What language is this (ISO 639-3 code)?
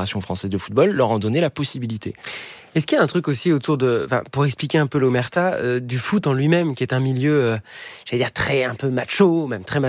fra